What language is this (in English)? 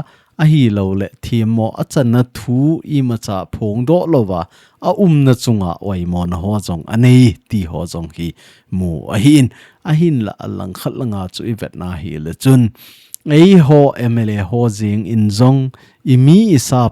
Thado Chin